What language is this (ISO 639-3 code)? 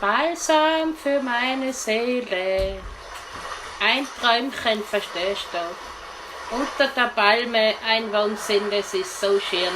bar